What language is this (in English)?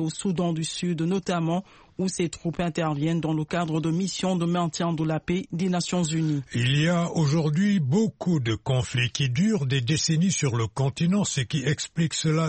French